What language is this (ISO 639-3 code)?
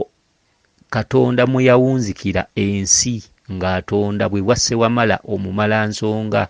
lug